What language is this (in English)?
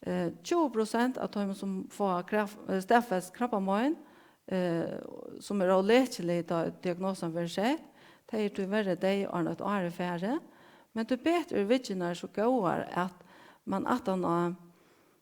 Faroese